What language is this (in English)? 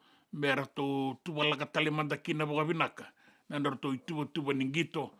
Fijian